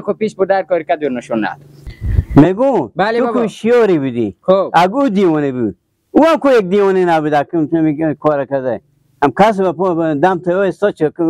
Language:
Persian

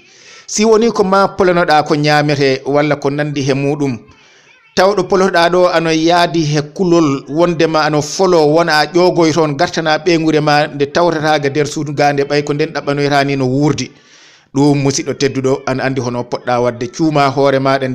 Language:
Fula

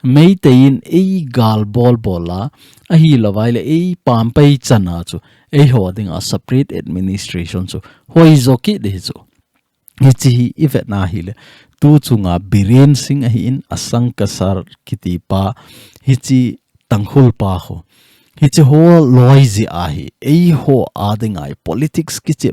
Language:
Thado Chin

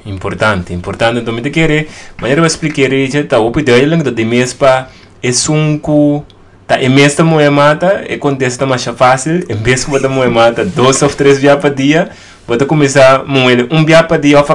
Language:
Papiamento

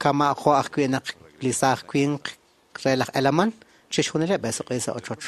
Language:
Kekchí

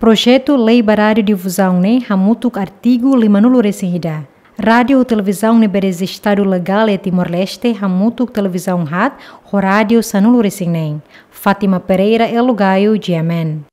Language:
Tetum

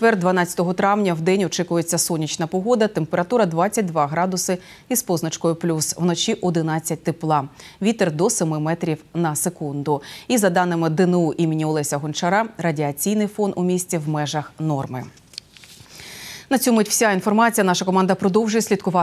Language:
Ukrainian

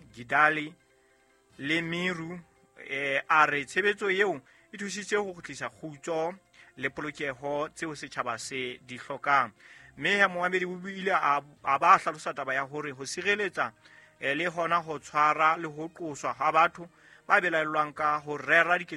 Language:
Southern Sotho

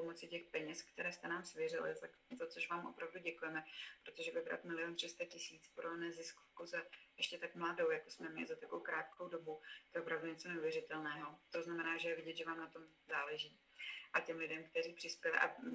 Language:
Czech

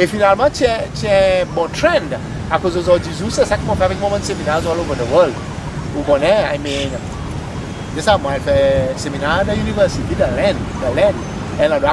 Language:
Seselwa Creole French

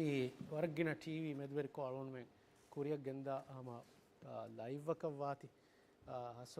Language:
Divehi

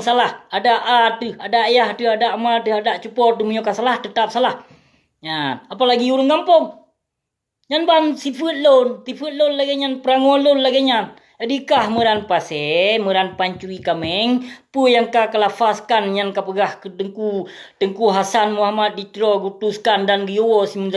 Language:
Achinese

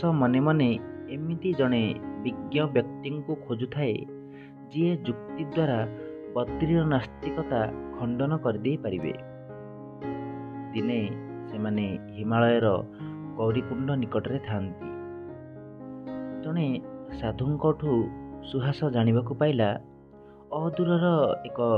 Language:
Odia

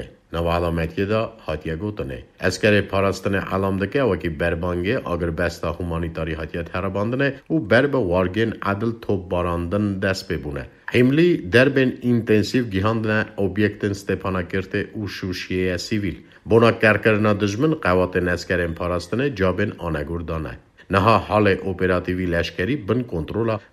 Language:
Kurdish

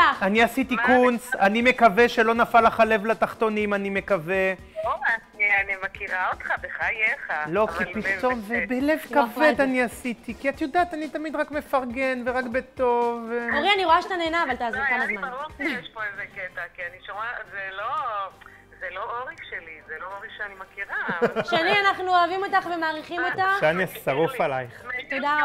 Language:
Hebrew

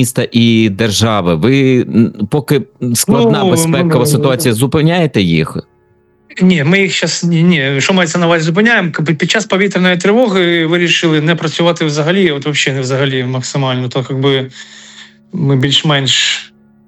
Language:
Ukrainian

